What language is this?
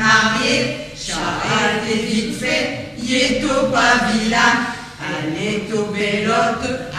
Picard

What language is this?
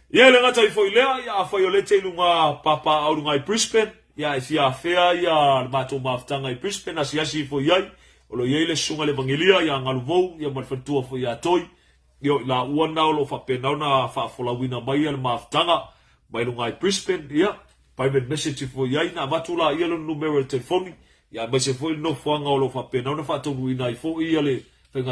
Samoan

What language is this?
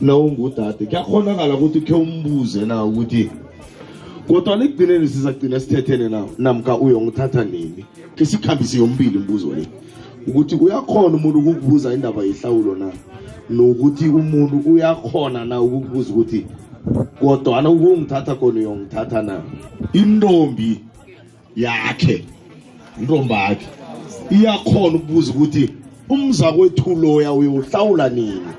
South Ndebele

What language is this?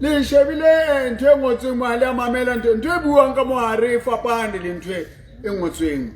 Southern Sotho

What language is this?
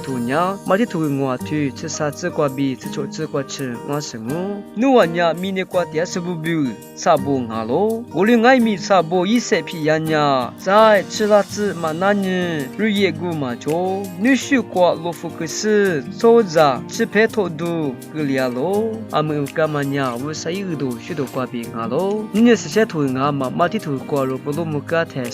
Lisu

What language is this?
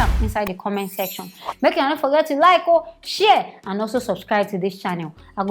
Nigerian Pidgin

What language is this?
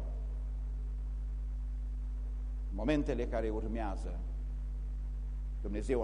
Romanian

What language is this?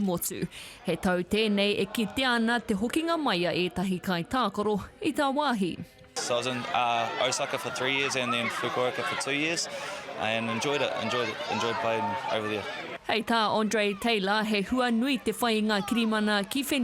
Māori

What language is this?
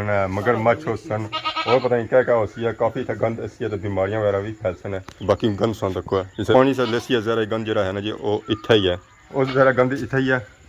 Pahari-Potwari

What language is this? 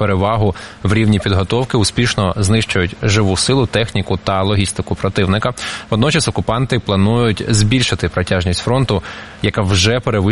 Ukrainian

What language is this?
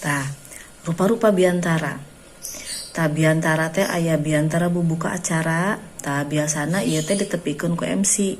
Sundanese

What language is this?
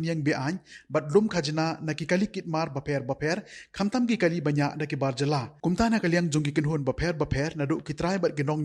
Khasi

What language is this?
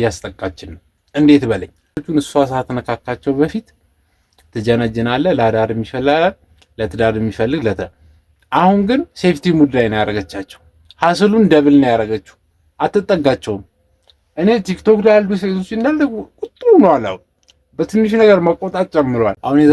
Amharic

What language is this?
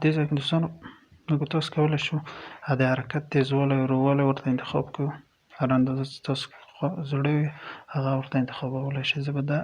Pashto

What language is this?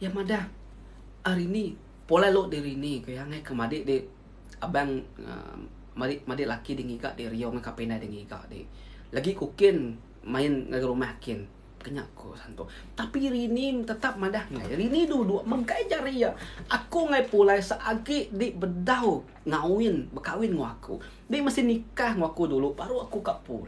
Iban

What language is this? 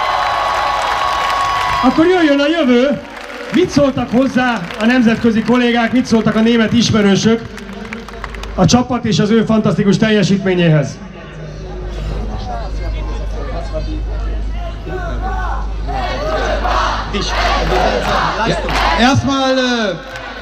Hungarian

